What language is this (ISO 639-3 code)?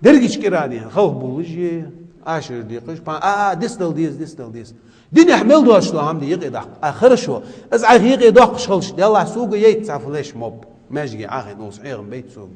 inh